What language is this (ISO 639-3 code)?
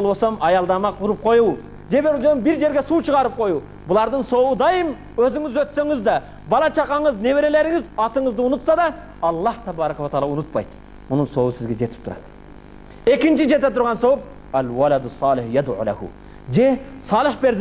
kir